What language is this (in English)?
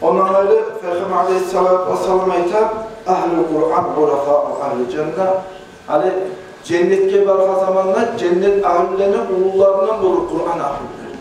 Kumyk